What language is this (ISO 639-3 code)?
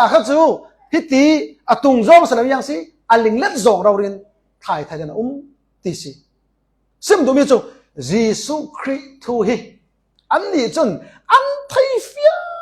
cfm